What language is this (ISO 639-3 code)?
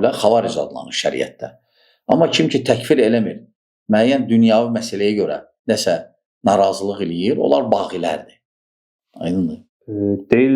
aze